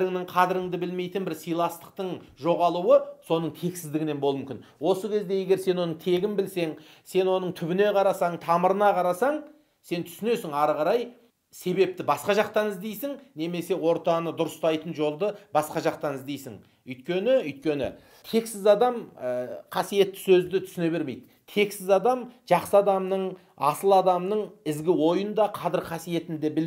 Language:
Kazakh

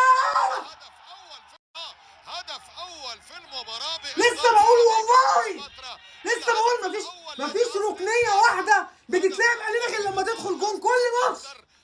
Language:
Egyptian Arabic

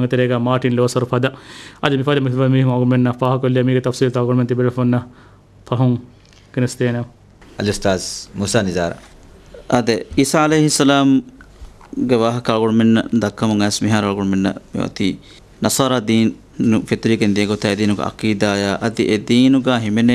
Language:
Divehi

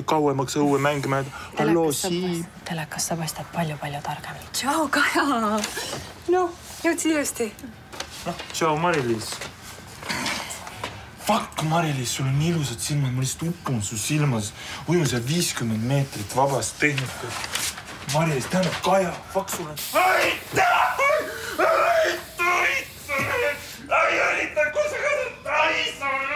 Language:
Estonian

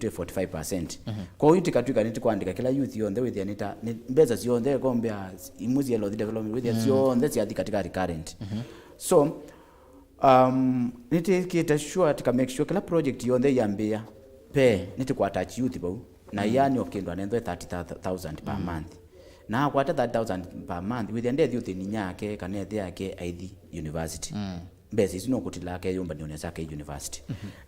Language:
Kamba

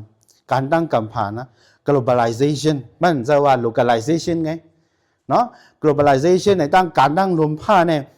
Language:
Shan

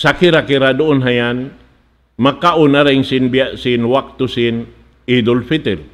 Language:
Tausug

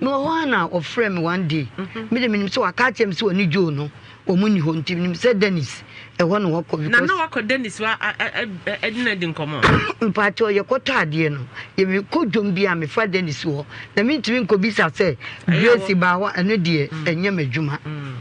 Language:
Akan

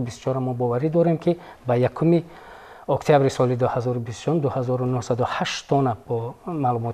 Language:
Tajik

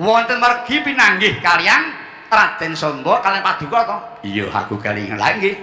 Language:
Javanese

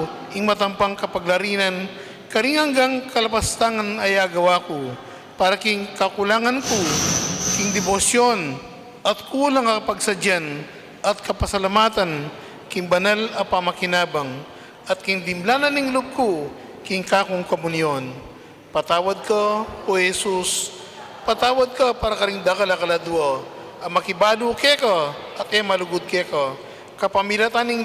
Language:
Pampanga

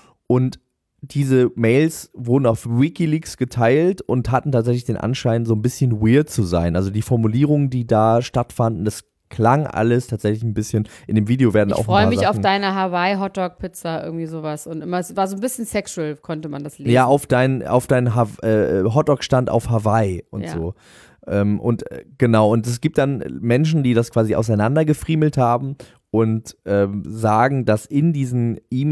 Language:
German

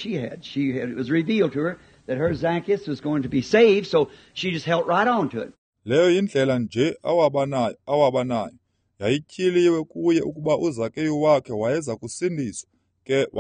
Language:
Xhosa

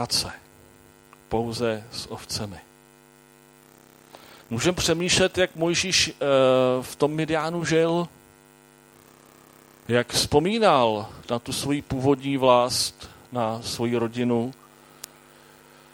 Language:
Czech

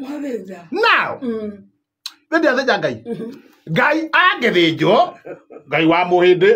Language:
Kikuyu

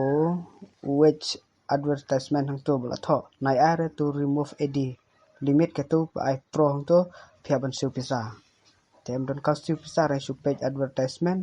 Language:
Khasi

